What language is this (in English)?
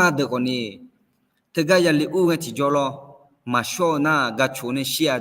Akha